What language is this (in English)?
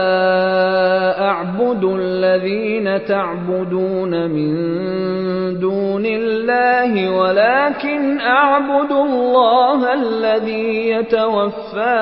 Urdu